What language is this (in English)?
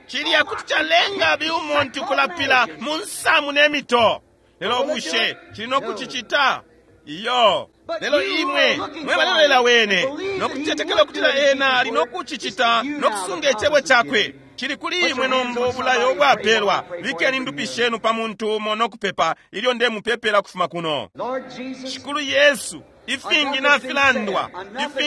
Bemba